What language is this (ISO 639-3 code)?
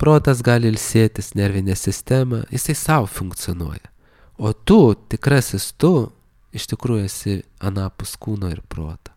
lit